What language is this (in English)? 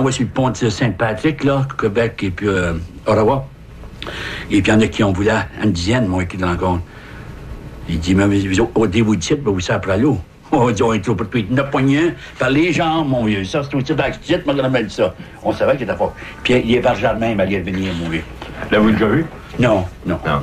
French